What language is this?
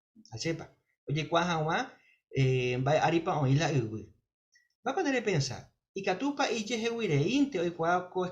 Guarani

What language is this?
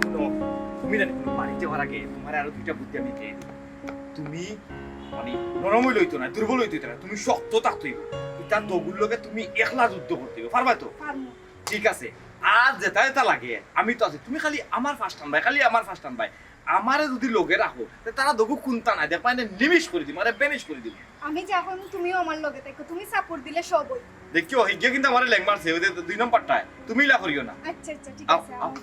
Sylheti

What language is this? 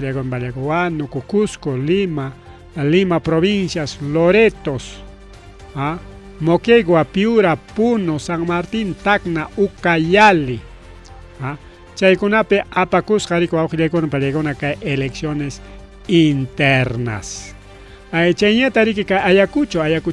Ayacucho Quechua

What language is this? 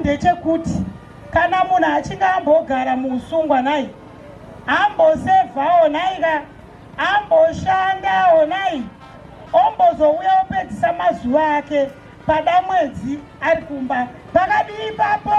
Shona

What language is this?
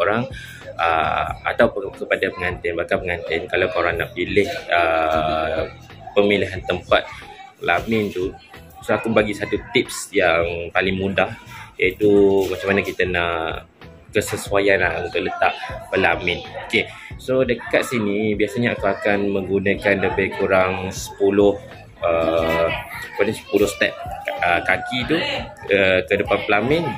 Malay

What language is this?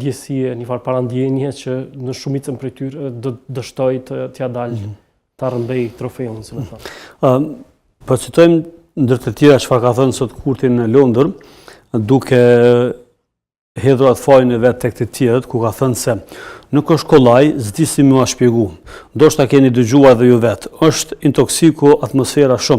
Albanian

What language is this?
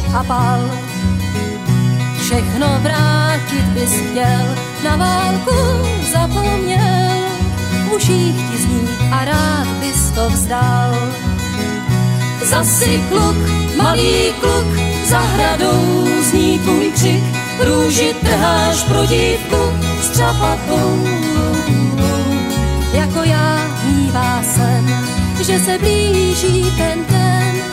Czech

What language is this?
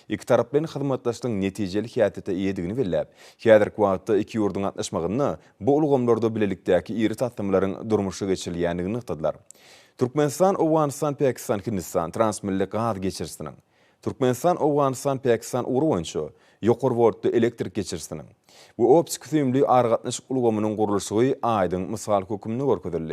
Turkmen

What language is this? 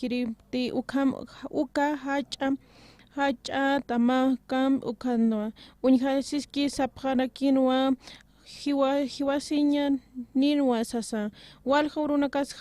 Aymara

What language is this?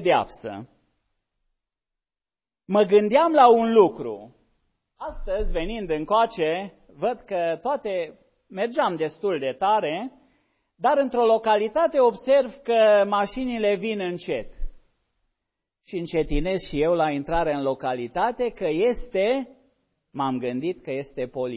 Romanian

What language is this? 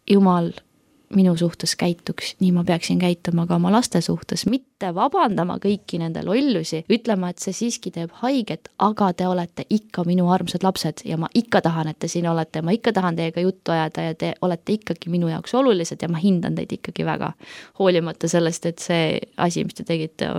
Estonian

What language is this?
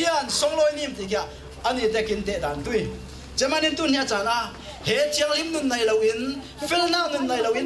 Falam Chin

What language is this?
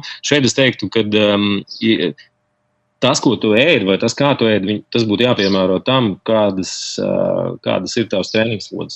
Latvian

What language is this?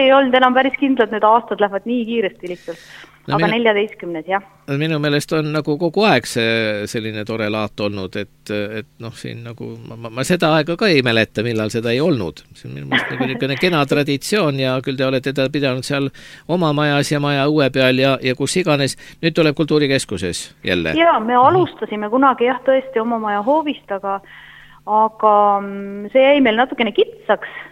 Estonian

